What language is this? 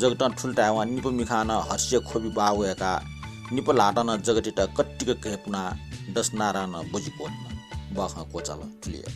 Newari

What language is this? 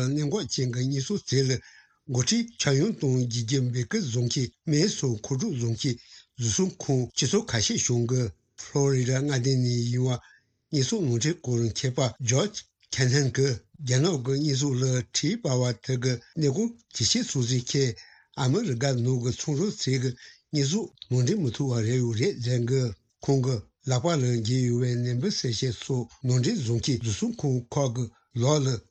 Tibetan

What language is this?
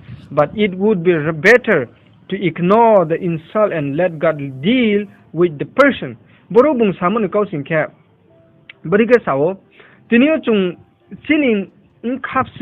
Riang (India)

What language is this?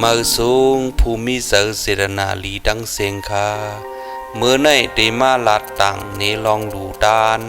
Shan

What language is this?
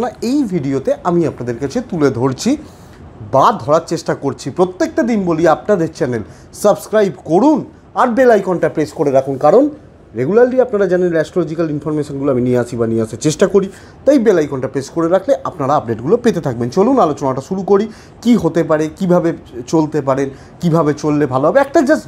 Bangla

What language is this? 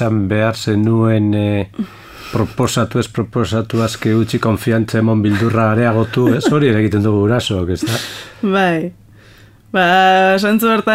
Basque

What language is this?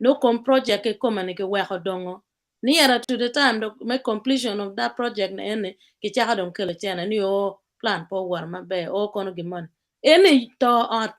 Acoli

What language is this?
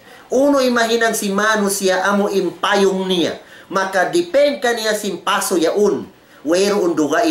Tausug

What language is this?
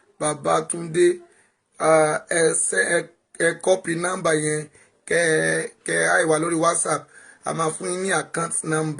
Yoruba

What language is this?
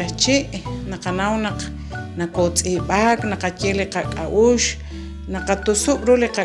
Kekchí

